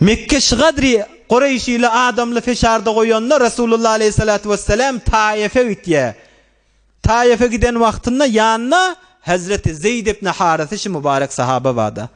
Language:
Turkmen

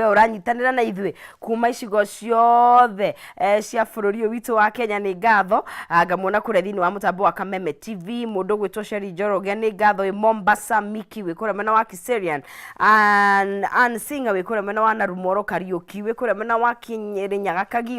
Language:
Kikuyu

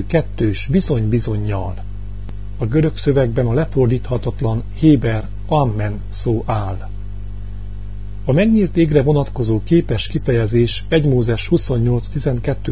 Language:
Hungarian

